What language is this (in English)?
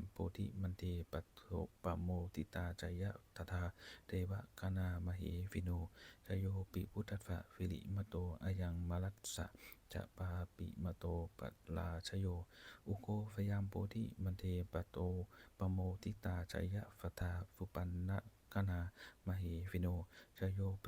Pali